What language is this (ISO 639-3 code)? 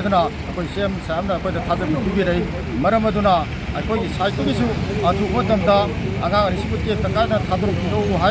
mni